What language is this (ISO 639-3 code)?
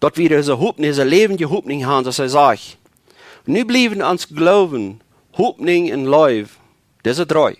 pdt